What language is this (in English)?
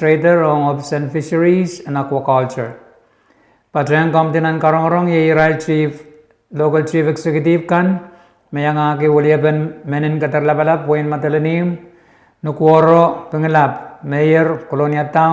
Pohnpeian